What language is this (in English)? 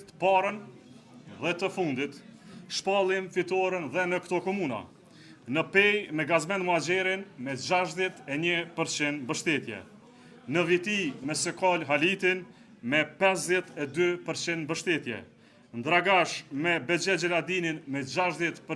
Albanian